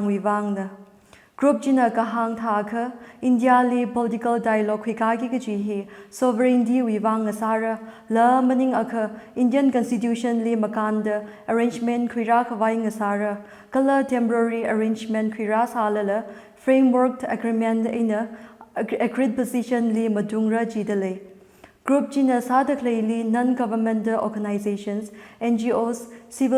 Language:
Tangkhul Naga (India)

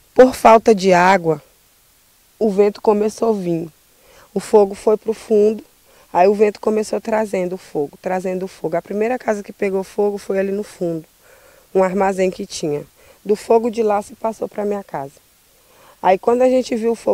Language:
Portuguese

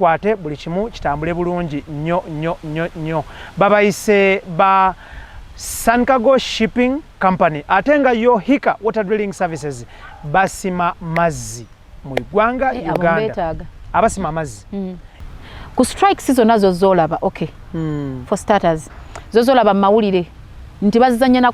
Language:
Ganda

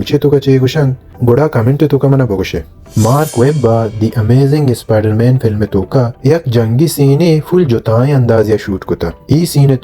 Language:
Baluchi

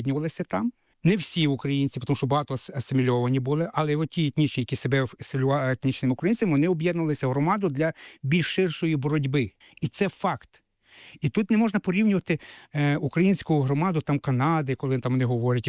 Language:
Ukrainian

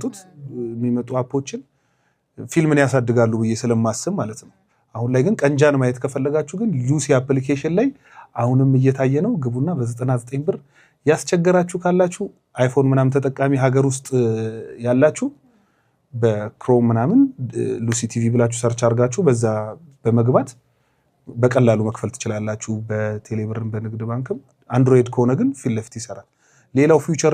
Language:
Amharic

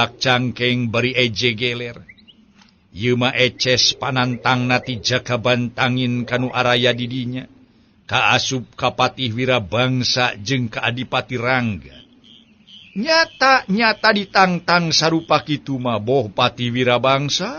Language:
Sundanese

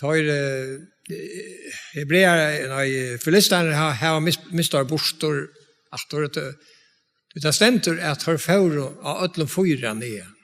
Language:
Faroese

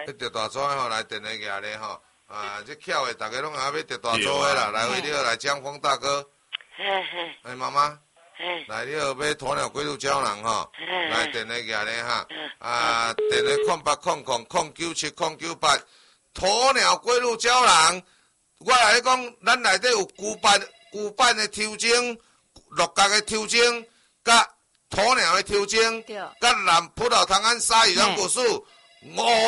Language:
Min Nan Chinese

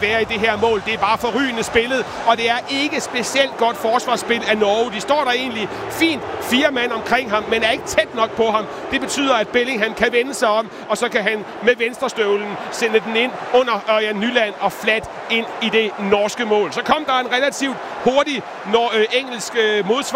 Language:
Danish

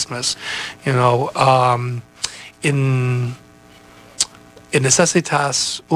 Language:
English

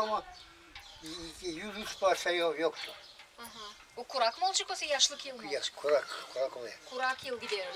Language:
Gagauz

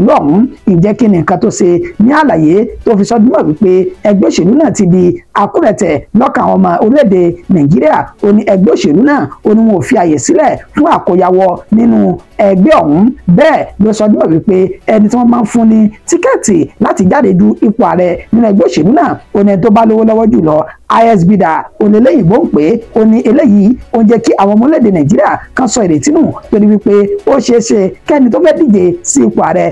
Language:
Yoruba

